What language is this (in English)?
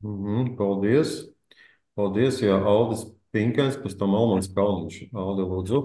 Latvian